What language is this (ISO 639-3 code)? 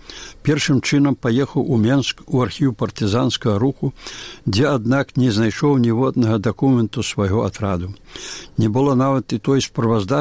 bel